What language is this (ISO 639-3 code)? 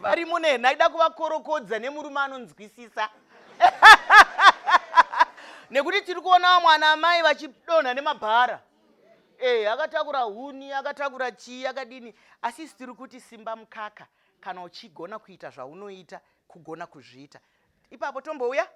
sna